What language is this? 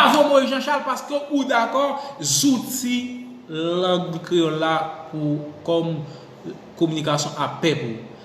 Haitian Creole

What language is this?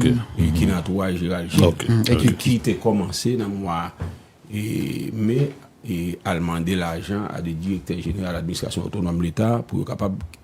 Haitian Creole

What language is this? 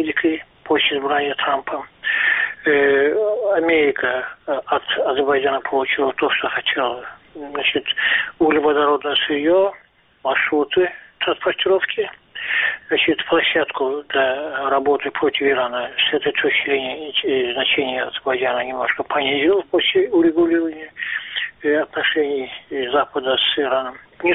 Russian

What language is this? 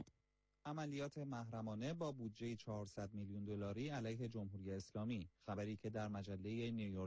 Persian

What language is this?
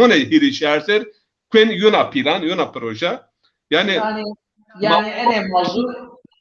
Zaza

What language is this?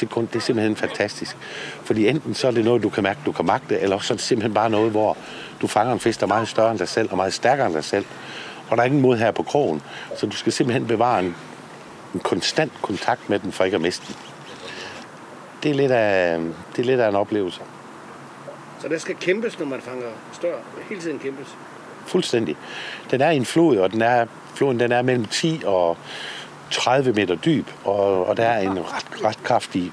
Danish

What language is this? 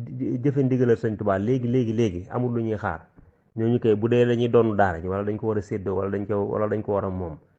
Wolof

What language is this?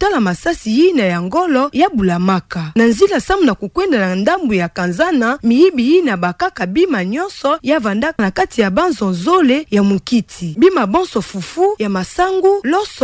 Kituba (Democratic Republic of Congo)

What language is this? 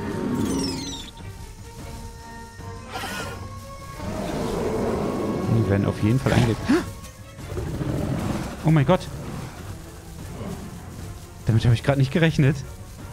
German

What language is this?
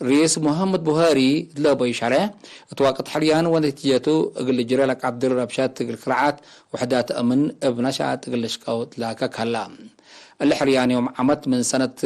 Tigre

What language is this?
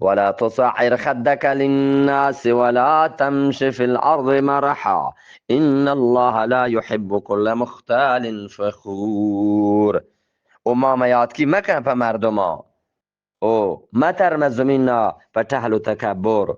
Eastern Balochi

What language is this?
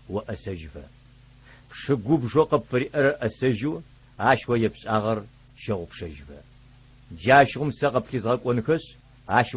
Adyghe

